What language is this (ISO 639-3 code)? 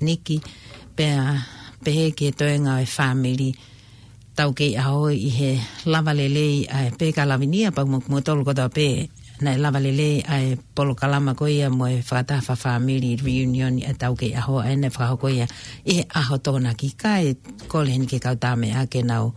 ton